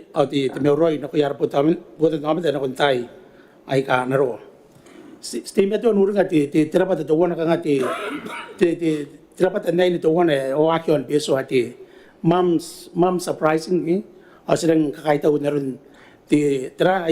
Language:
Gilbertese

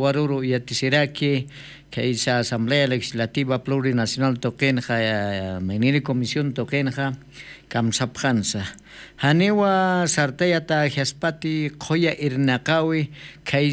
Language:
Aymara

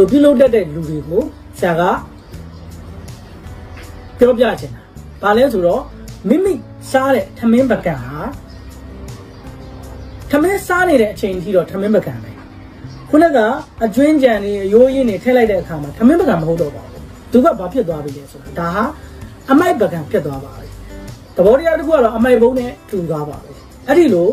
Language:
Burmese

